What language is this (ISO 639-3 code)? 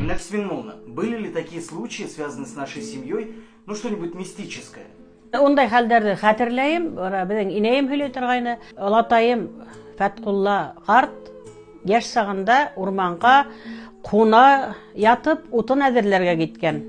bak